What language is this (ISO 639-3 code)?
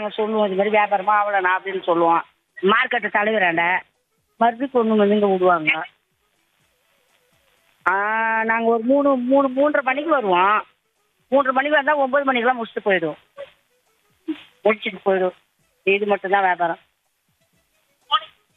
tam